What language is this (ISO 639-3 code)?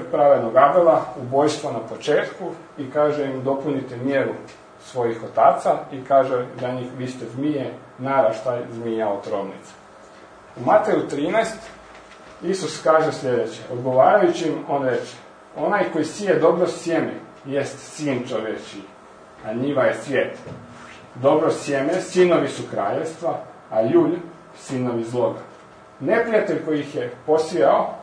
hrv